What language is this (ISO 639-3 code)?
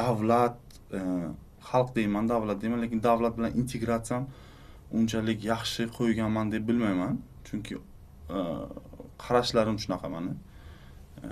uzb